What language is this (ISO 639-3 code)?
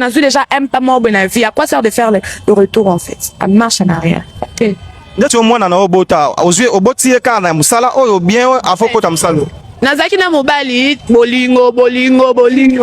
lin